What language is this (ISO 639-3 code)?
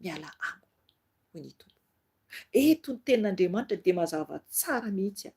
mlg